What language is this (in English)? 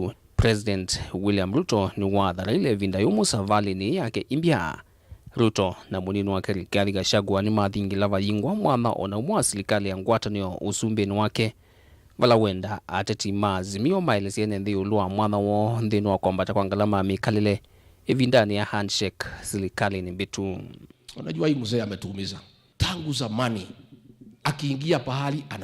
Kamba